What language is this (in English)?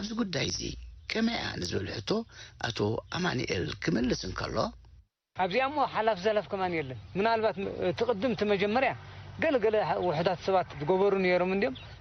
Tigrinya